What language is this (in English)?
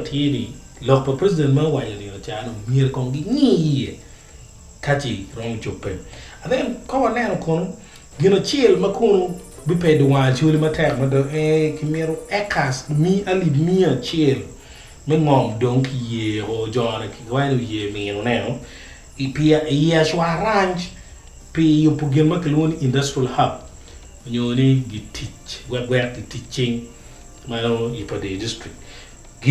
Acoli